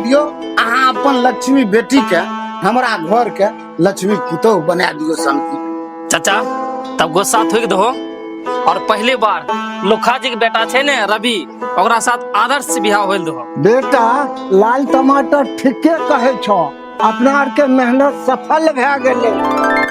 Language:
Maithili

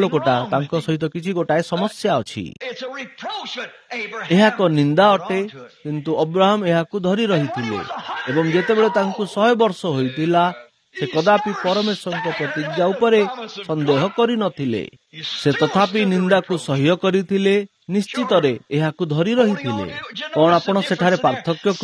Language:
Odia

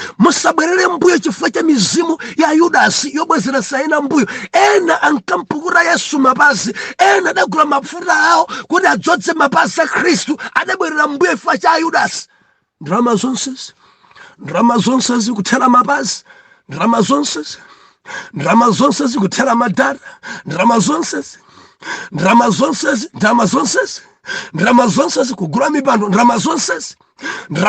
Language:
Nyanja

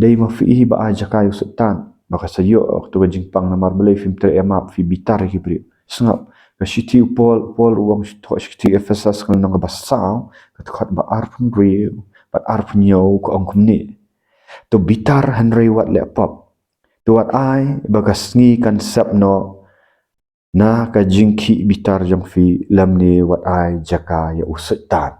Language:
Khasi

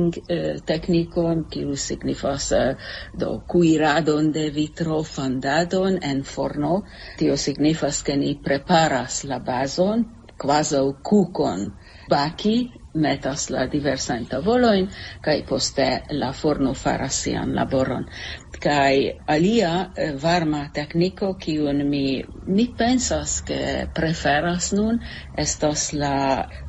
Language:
Esperanto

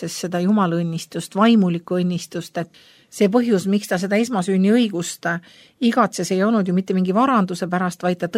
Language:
Estonian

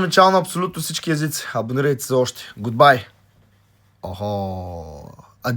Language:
Macedonian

